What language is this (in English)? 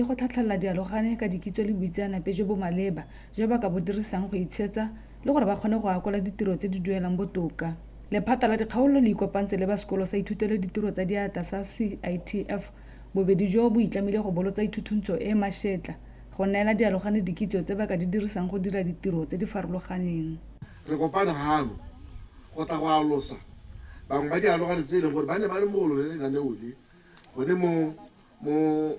Tswana